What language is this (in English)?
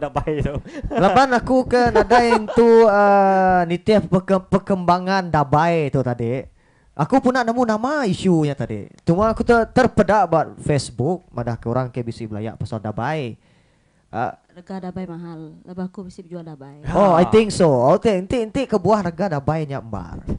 Iban